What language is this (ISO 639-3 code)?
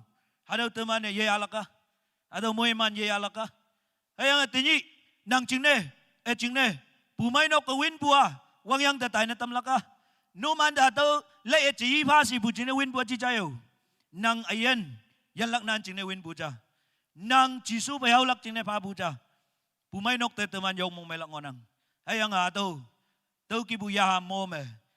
nag